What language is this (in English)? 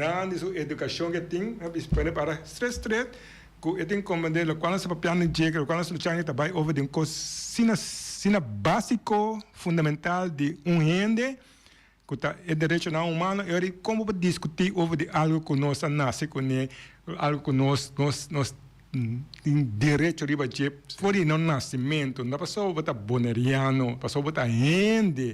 Papiamento